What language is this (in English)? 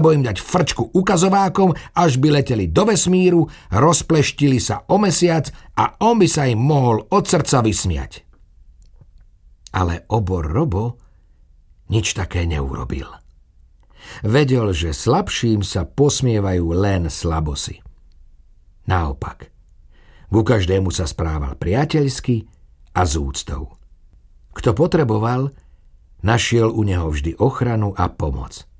Slovak